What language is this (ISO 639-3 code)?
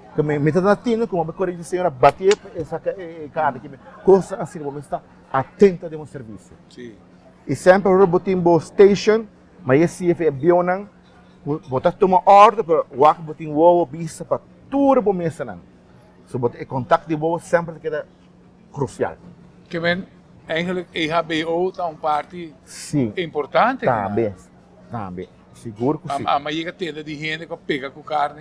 pap